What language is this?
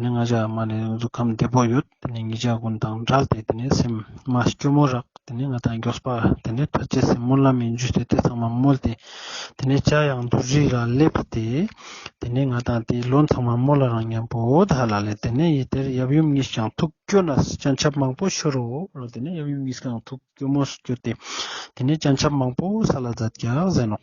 Ladakhi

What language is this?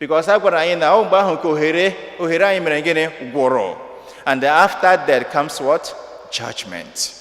Igbo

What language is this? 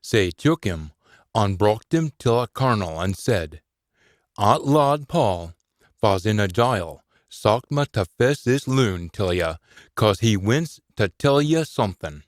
Scots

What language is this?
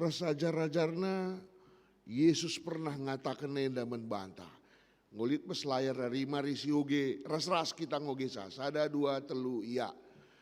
Batak Karo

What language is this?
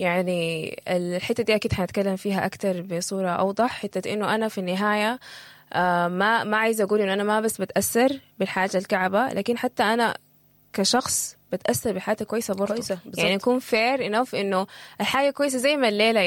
Sudanese Arabic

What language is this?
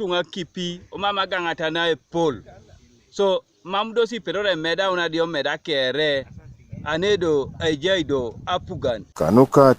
Teso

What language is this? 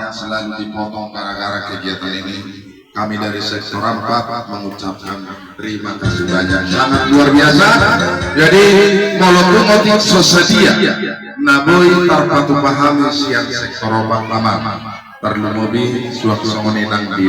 Batak Toba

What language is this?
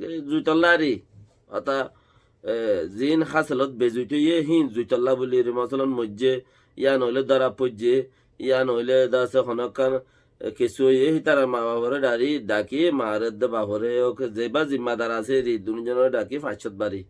Rohingya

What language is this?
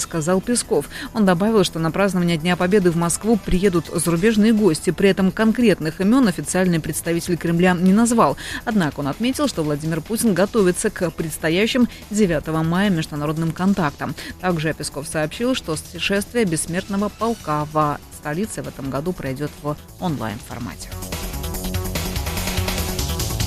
Russian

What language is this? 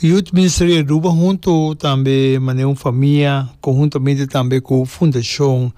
Papiamento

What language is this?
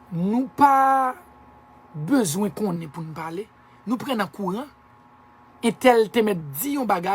Haitian Creole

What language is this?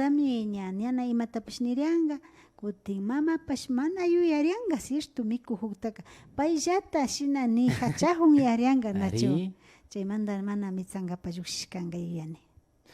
Imbabura Highland Quichua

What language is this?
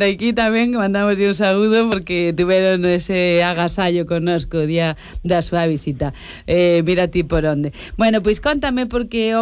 Galician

